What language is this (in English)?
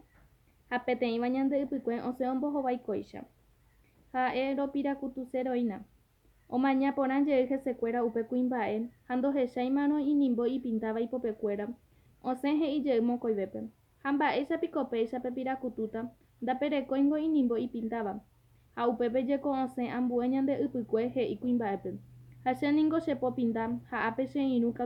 Guarani